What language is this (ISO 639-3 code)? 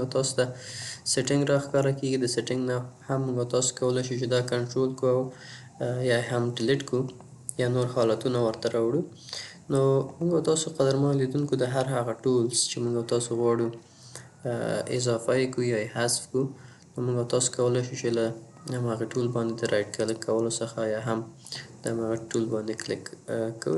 pus